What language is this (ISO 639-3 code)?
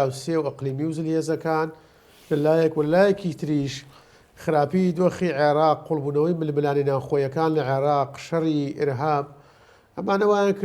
ckb